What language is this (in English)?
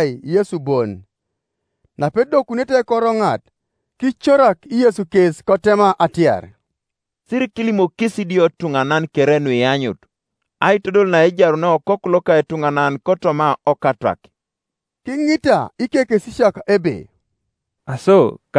Teso